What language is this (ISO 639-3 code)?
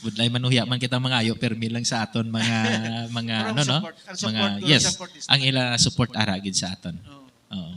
hil